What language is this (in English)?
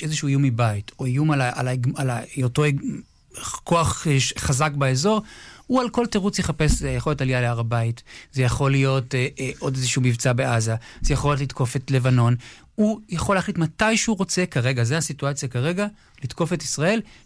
Hebrew